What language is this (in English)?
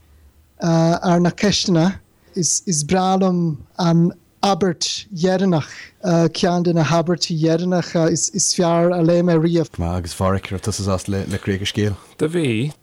Irish